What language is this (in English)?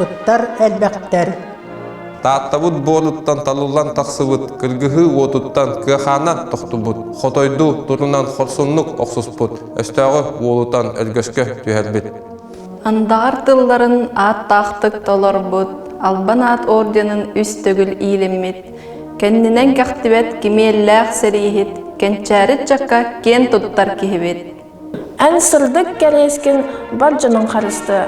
Yakut